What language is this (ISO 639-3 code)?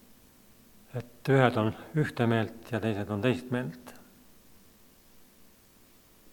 est